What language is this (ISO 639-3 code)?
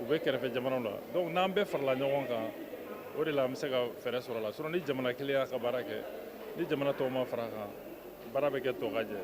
bam